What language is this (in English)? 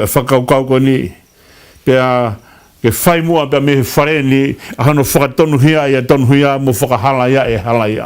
Tongan